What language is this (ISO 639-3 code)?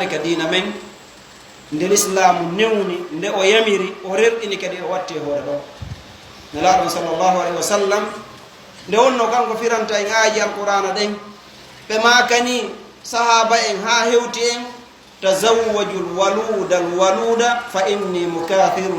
ful